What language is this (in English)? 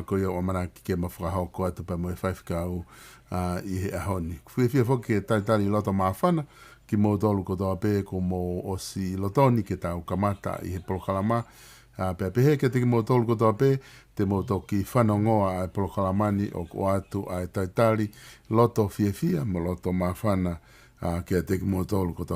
Tongan